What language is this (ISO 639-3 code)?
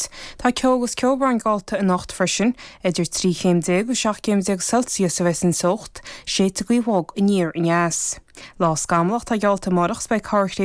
gle